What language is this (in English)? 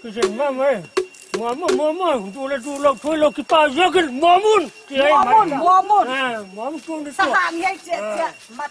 Tedim Chin